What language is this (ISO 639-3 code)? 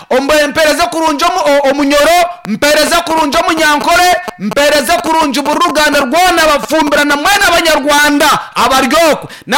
nyn